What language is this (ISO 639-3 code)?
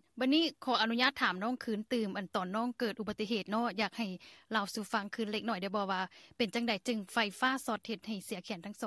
lao